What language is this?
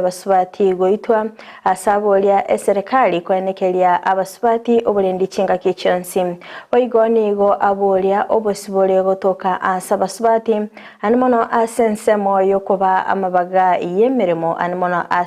Gusii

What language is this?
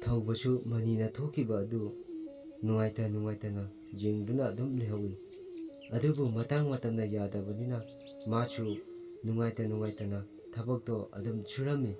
Manipuri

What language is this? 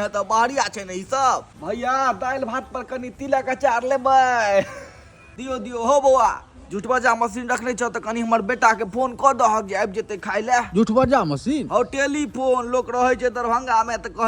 Maithili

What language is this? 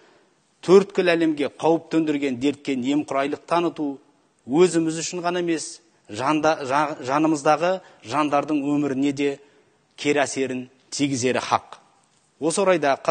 Kazakh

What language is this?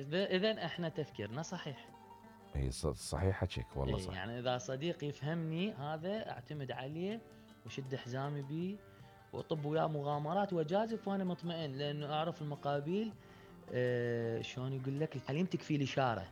Mesopotamian Arabic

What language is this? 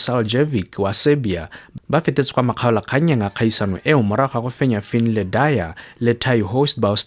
Tswana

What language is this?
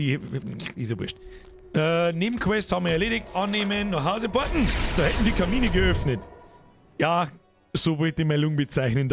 Bavarian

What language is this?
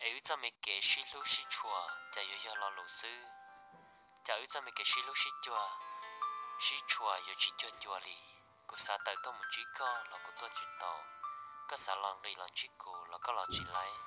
Hmong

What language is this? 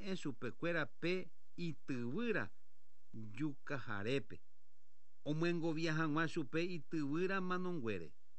Guarani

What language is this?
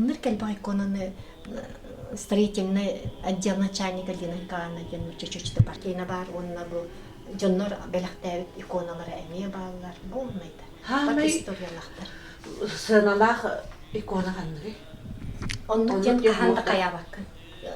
Yakut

